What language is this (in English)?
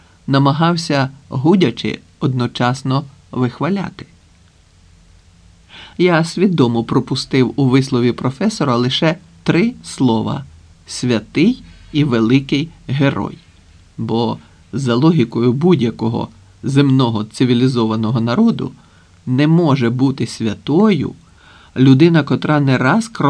Ukrainian